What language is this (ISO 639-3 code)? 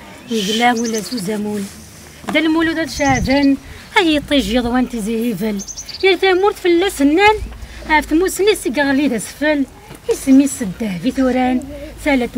kab